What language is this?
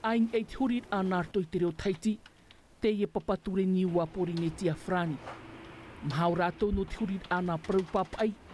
Tahitian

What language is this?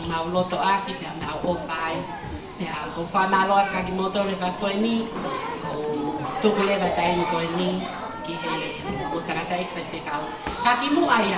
Tongan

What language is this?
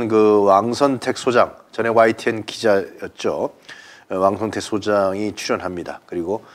Korean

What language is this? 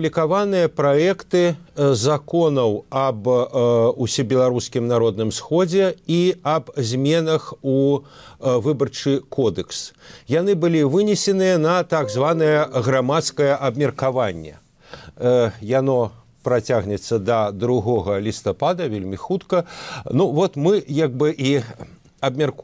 Belarusian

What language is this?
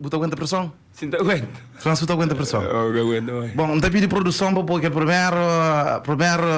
Kabuverdianu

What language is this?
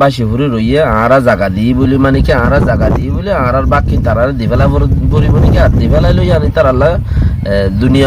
Rohingya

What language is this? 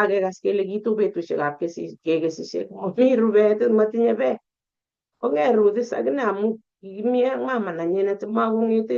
Kalenjin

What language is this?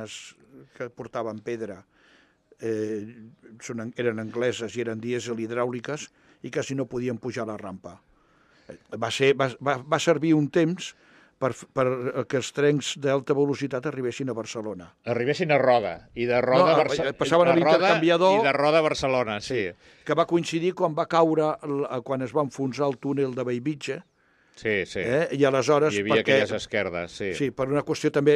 Catalan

